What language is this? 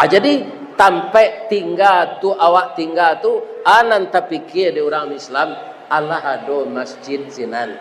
Minangkabau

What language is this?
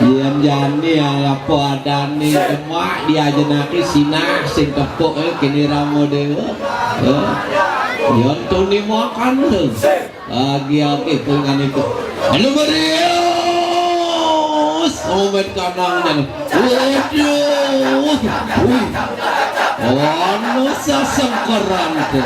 Balinese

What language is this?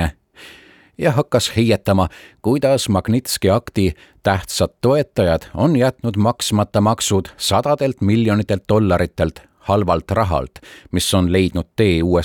Estonian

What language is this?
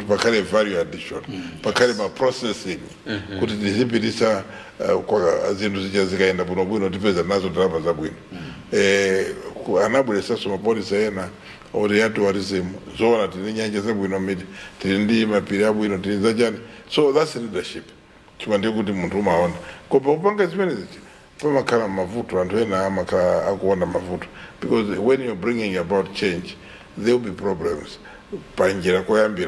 Nyanja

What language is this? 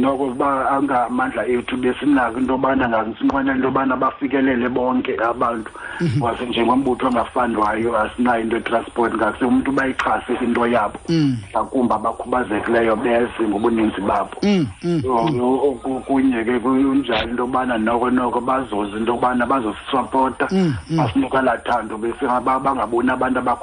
Xhosa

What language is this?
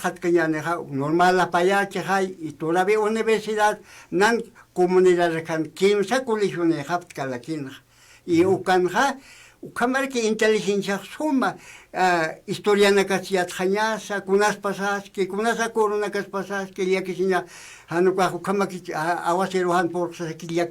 Aymara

